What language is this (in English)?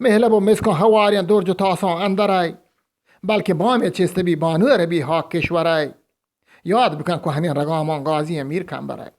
Eastern Balochi